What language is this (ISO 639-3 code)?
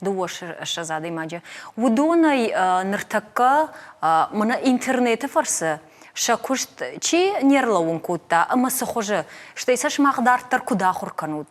oss